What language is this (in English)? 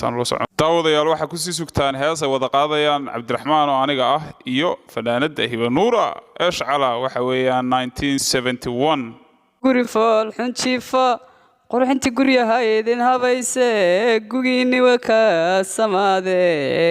Somali